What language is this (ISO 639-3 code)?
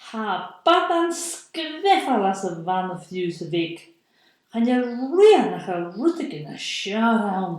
gla